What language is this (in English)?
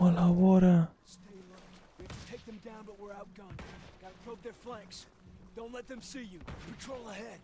Kurdish